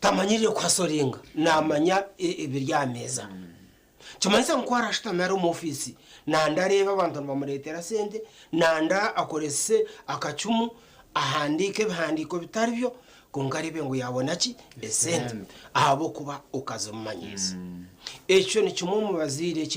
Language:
Nyankole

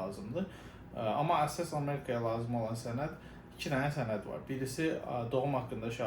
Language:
Azerbaijani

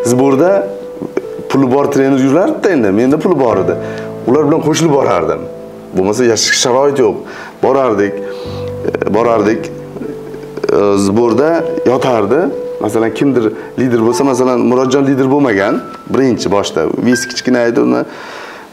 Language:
Uzbek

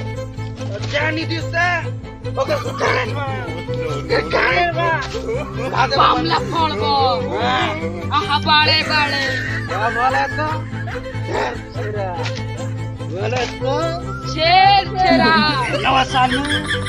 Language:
Chhattisgarhi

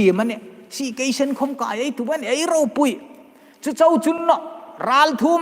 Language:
Hmar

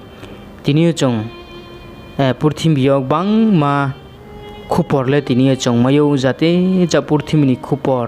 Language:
Riang (India)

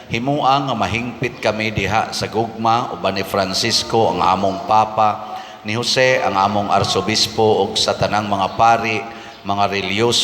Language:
Cebuano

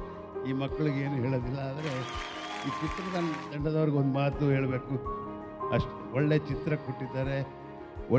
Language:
Kannada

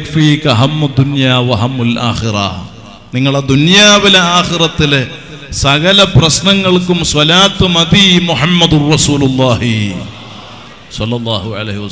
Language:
Malayalam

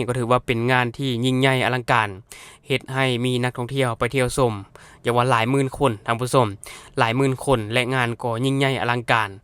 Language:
Lao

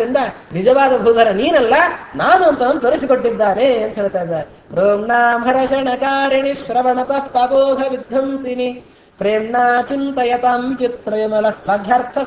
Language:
Kannada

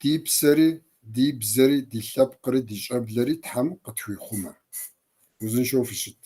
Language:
Kabardian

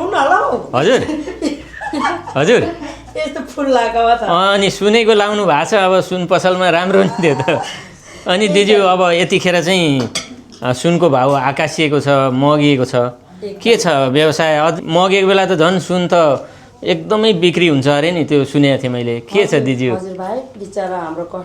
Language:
Nepali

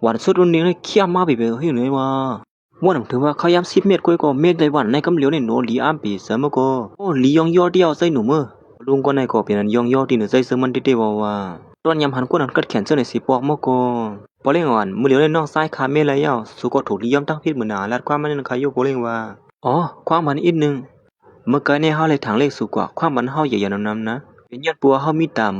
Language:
Shan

